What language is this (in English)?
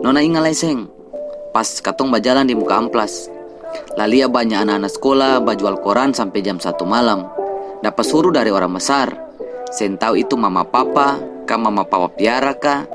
Ambonese Malay